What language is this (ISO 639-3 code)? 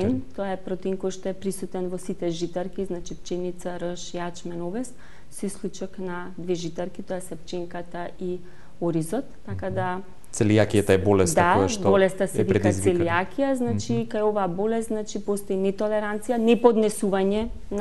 mkd